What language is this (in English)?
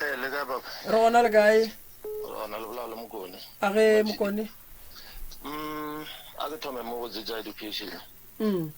Northern Sotho